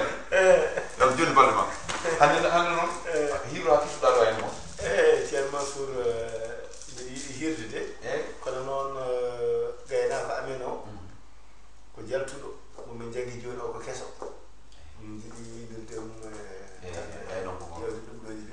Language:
Fula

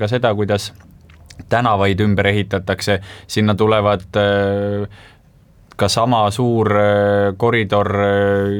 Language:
Estonian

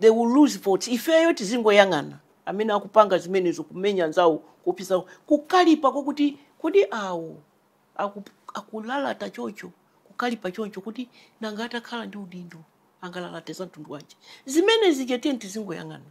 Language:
Nyanja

